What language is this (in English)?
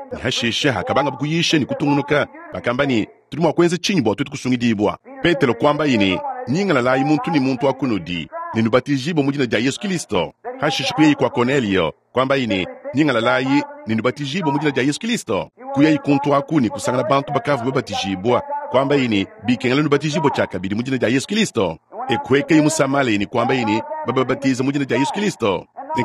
Luba-Lulua